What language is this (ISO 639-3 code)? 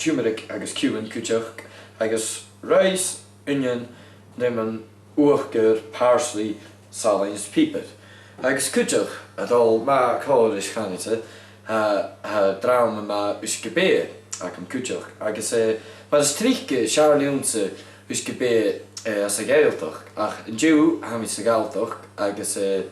gla